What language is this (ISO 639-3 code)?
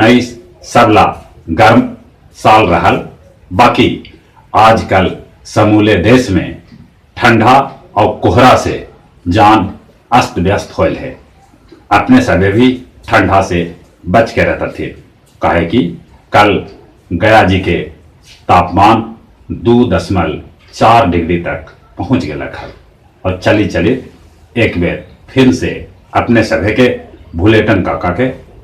mag